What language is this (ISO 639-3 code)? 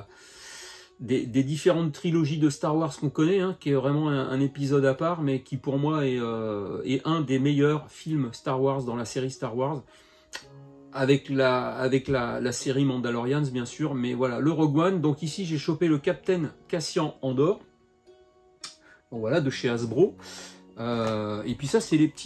fra